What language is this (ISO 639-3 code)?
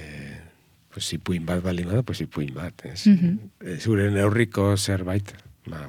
eus